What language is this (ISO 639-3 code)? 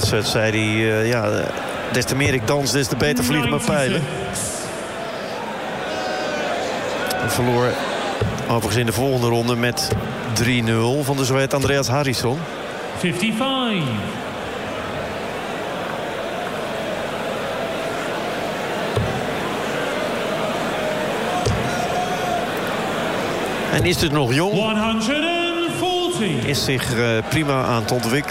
nld